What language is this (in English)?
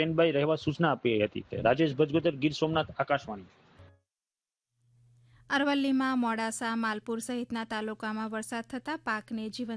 Gujarati